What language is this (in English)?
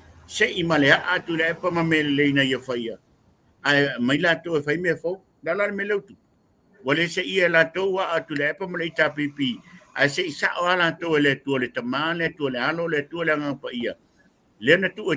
Samoan